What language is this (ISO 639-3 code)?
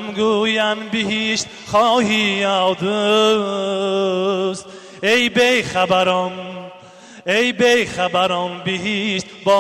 tgk